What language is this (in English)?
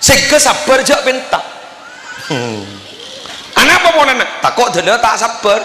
Madurese